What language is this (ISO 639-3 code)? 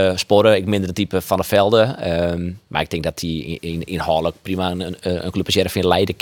fry